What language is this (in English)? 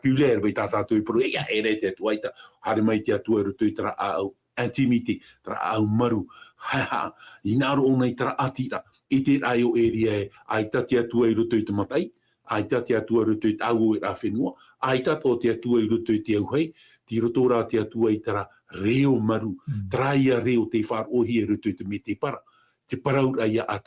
Tahitian